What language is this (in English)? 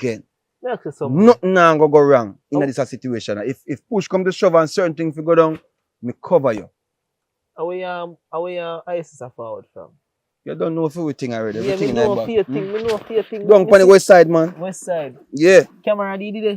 Jamaican Creole English